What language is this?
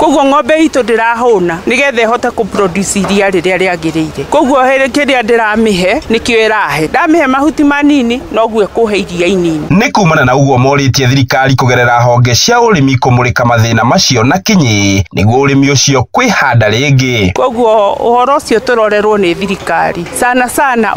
Kikuyu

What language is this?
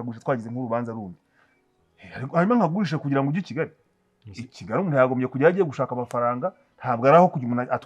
Kinyarwanda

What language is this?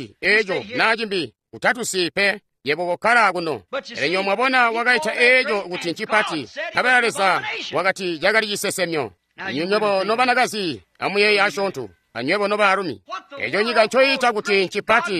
Tonga (Zambia)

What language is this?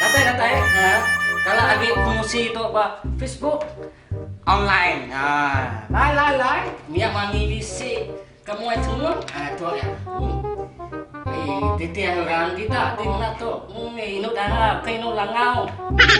Iban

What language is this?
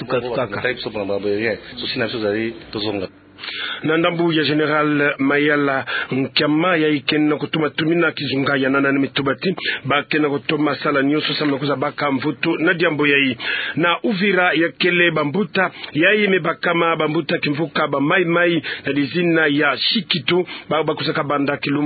Kituba (Democratic Republic of Congo)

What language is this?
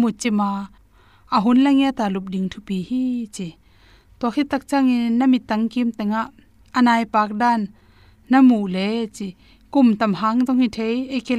Tedim Chin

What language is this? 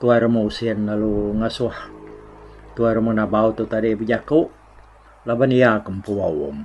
Iban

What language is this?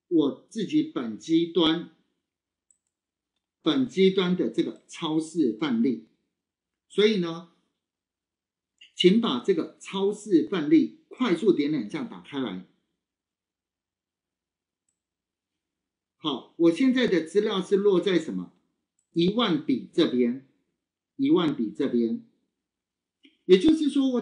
Chinese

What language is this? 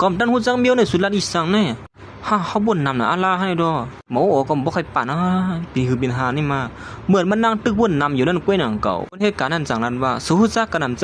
Shan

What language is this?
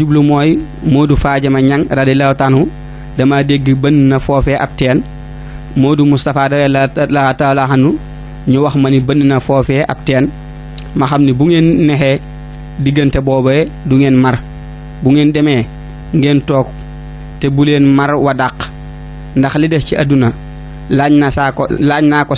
Wolof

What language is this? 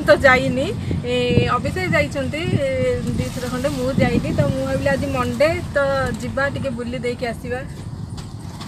Odia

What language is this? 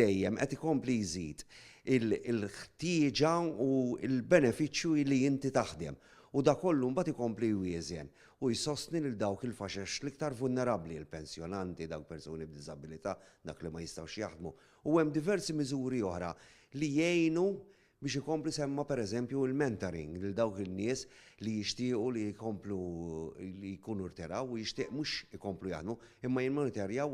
Maltese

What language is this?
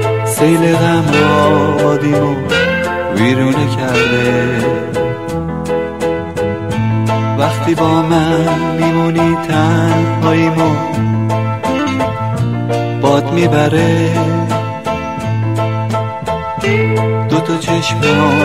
Persian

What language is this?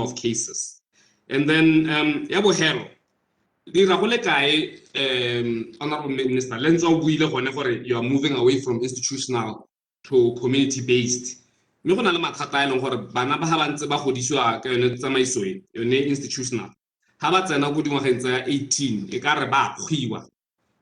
Tswana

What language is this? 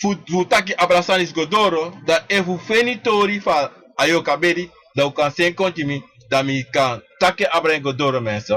Sranan Tongo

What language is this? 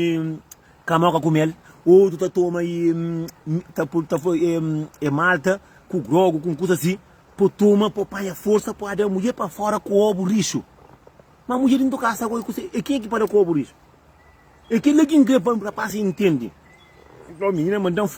Kabuverdianu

